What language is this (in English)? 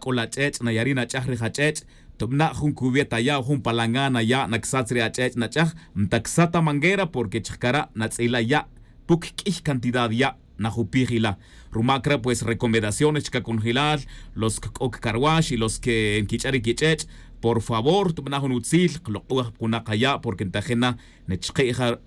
Tz'utujil